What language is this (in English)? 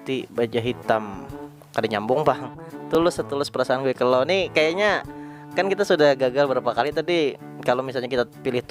Banjar